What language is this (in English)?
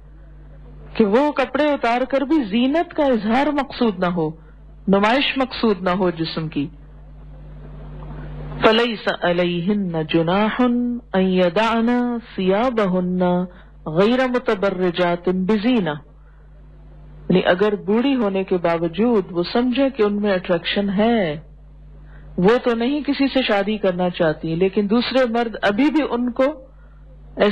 Urdu